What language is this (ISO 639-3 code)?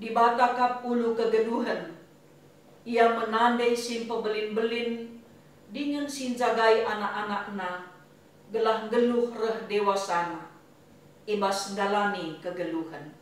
btx